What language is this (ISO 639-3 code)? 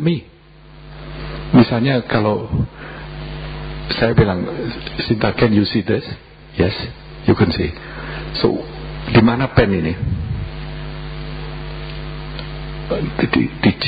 ind